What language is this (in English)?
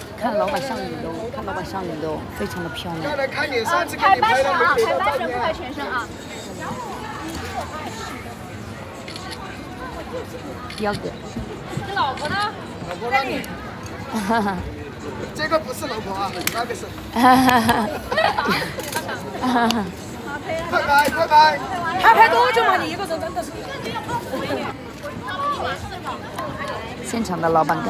Chinese